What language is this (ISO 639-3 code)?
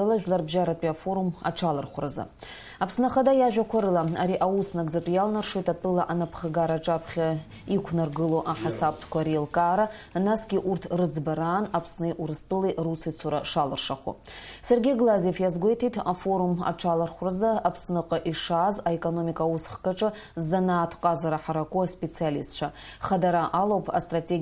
abk